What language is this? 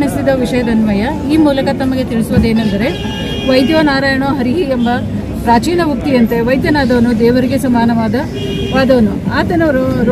Kannada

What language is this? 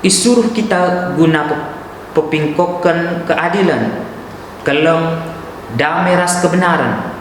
Batak Karo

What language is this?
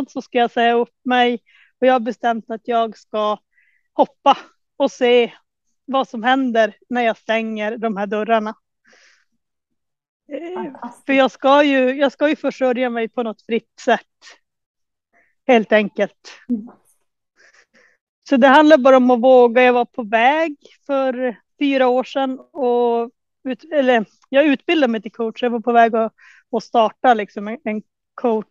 Swedish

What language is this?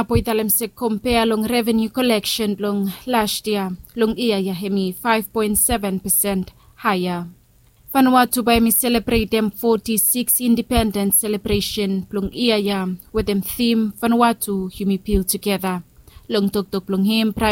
Bislama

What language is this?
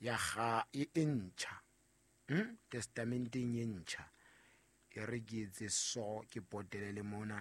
Southern Sotho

